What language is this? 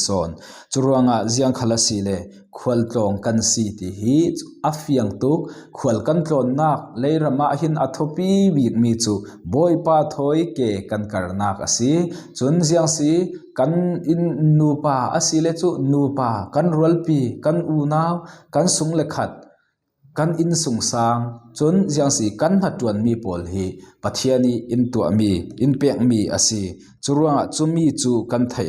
Falam Chin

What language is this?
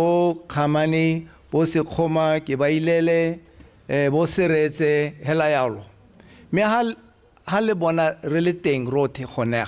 Tswana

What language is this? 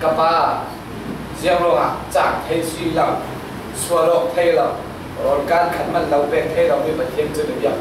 Falam Chin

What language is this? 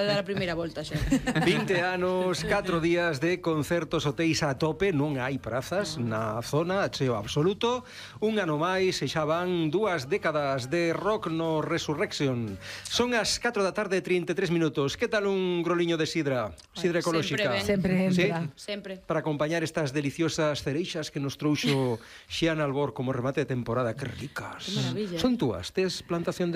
Galician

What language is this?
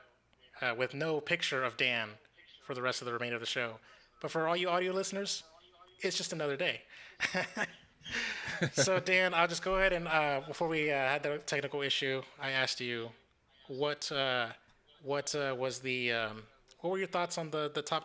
English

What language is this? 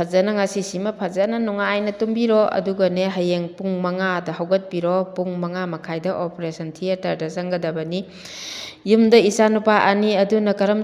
Manipuri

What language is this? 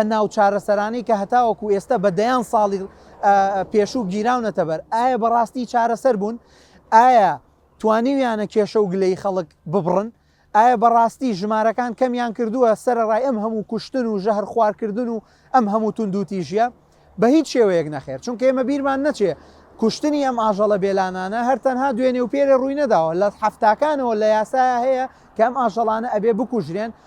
Central Kurdish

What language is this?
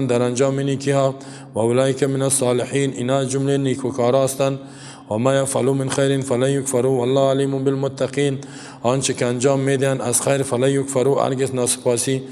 Persian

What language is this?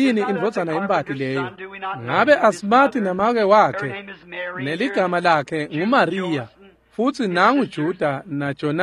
Swati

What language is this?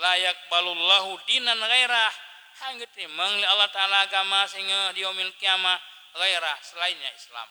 Achinese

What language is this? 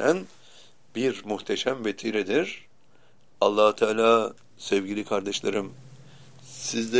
Turkish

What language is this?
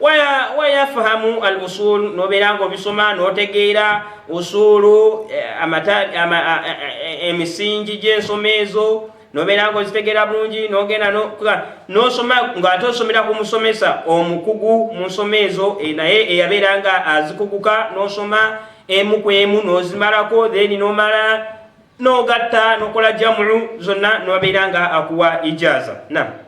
Ganda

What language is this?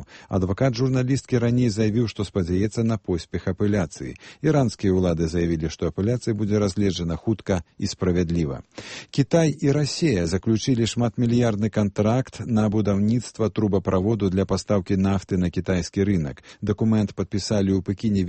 Belarusian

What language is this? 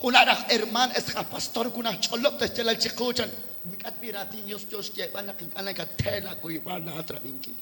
Kekchí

